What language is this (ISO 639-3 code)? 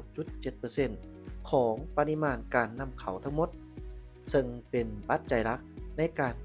lao